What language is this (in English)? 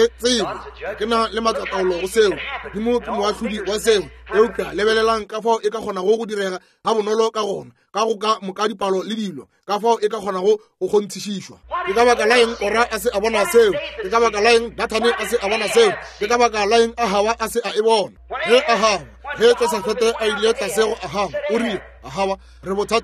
Northern Sotho